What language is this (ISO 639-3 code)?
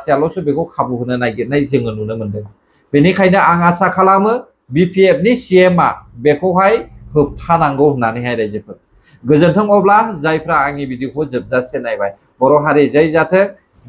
brx